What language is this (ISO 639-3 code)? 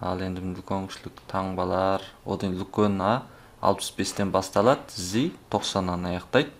kaz